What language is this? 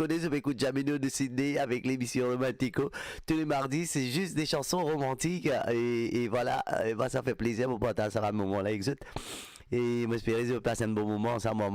Morisyen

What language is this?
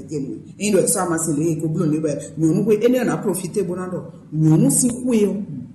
Fon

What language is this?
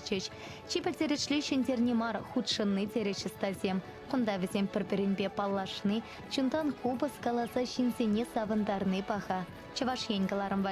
Chuvash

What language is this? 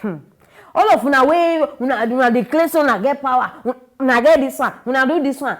Nigerian Pidgin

